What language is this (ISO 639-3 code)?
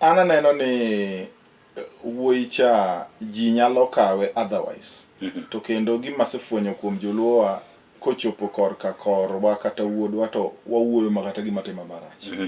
luo